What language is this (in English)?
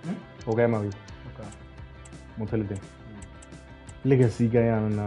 Tswana